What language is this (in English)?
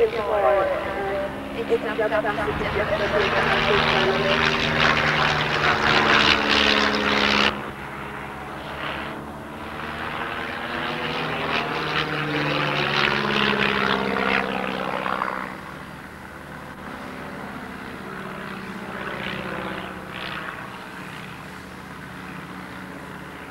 Swedish